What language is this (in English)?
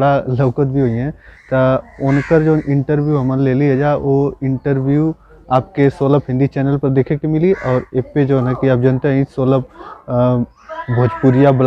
Bhojpuri